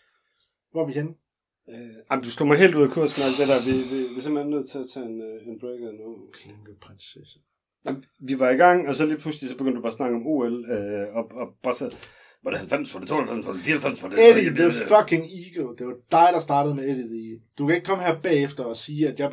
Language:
Danish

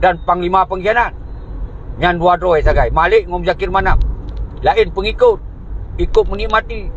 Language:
Achinese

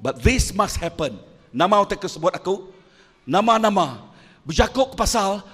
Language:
Iban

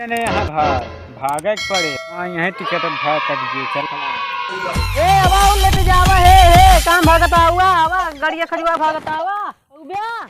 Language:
Awadhi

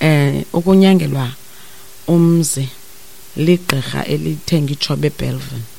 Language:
Xhosa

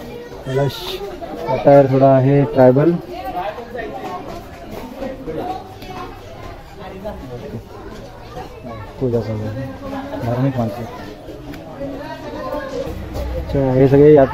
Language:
Marathi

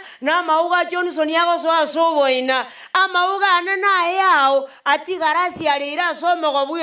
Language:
Gusii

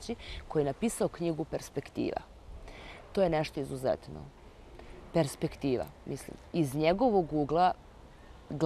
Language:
Serbian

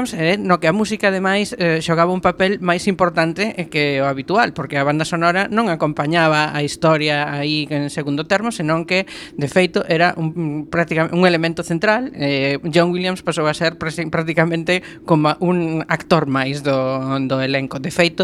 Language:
Galician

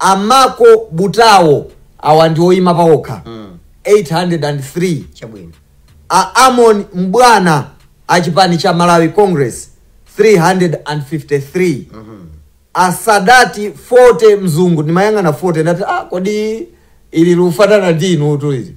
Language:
Nyanja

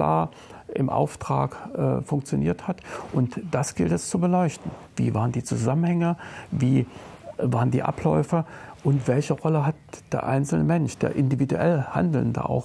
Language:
German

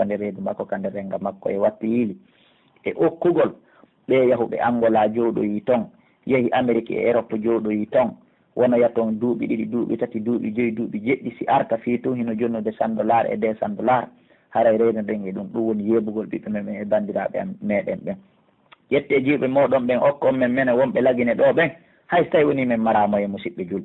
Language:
Pular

